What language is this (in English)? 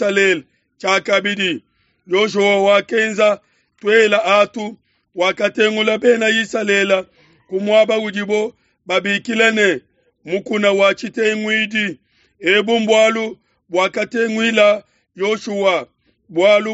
Luba-Lulua